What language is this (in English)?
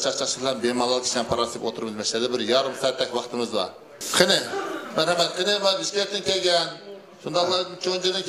Uyghur